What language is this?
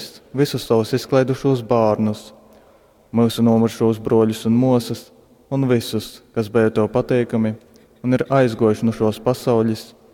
Latgalian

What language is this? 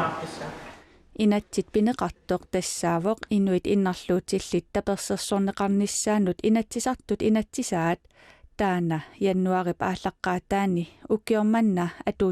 Kalaallisut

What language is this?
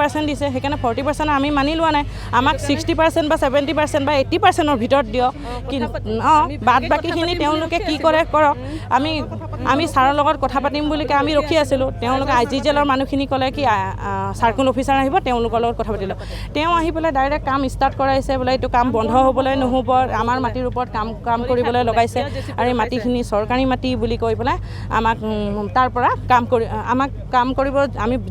Assamese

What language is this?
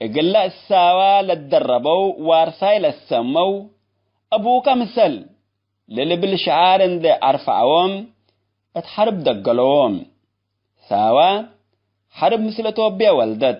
Tigre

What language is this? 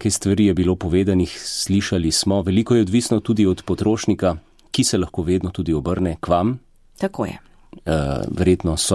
Slovenian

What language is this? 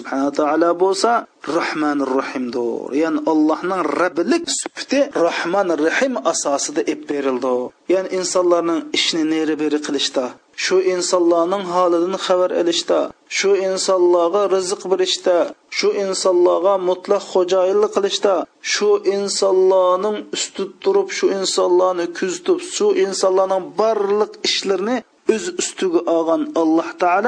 Uyghur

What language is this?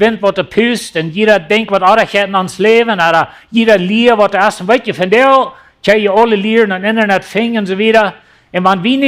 Plautdietsch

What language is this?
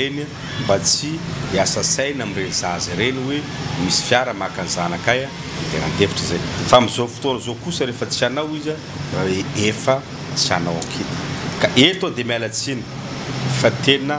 Malagasy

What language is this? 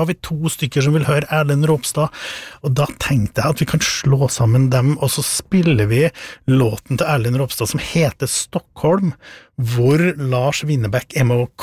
Norwegian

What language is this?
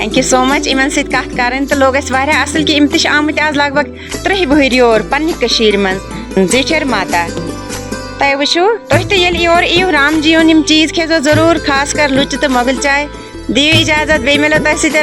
Kashmiri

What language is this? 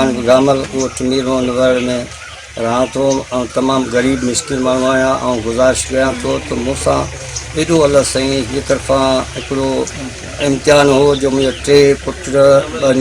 Sindhi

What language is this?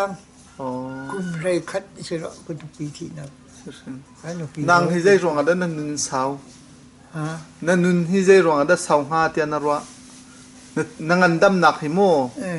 Hakha Chin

